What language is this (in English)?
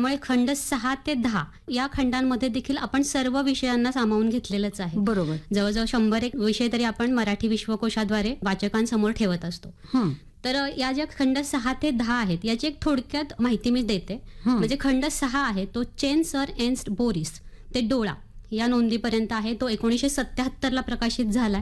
Marathi